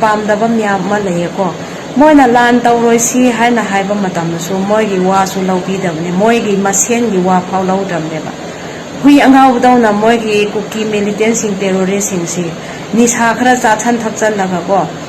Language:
Manipuri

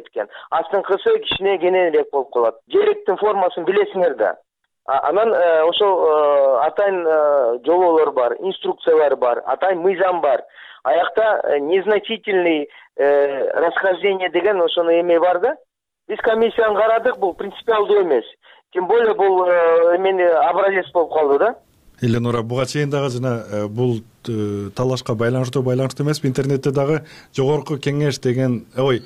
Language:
Kyrgyz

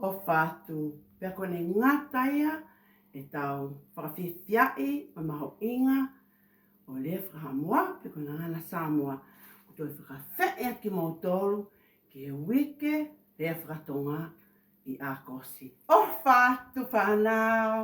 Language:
Tongan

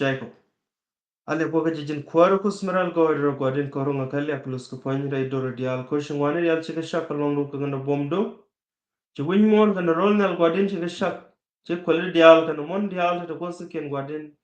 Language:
Nuer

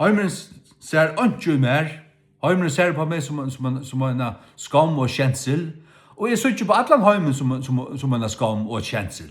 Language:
Faroese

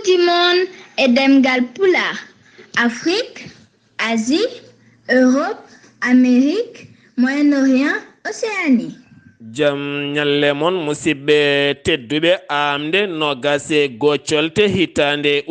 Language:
Fula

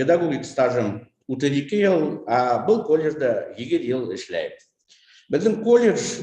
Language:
Bashkir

